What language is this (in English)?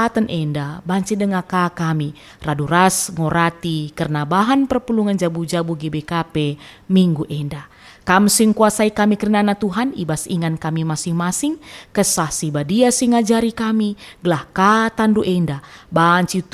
Batak Karo